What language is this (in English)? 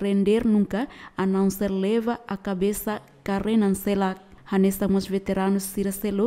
Tetum